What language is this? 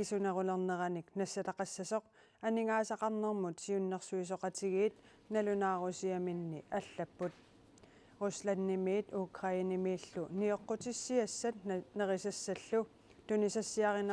Kalaallisut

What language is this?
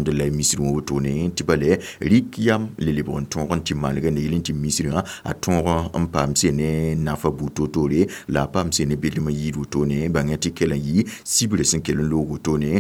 Mossi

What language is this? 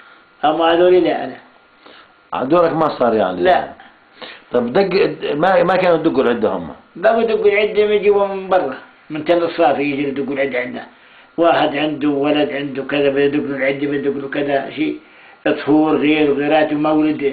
South Levantine Arabic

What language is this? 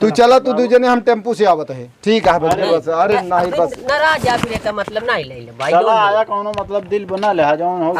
Awadhi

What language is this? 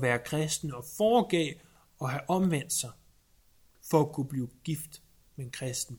Danish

